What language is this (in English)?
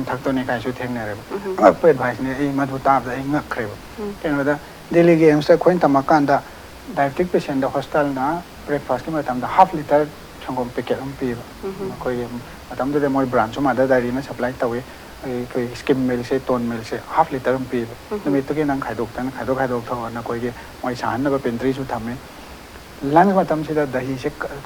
Manipuri